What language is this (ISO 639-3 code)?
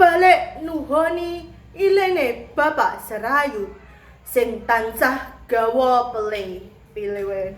jav